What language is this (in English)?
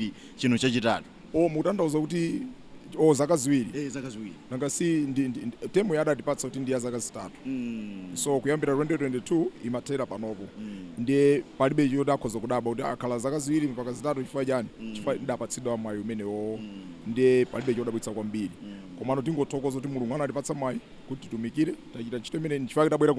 Nyanja